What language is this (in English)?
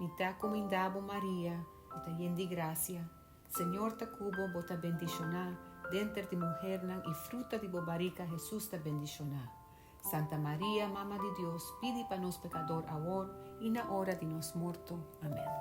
Papiamento